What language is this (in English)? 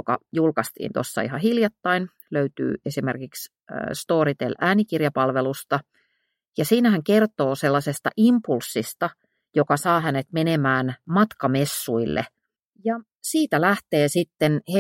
Finnish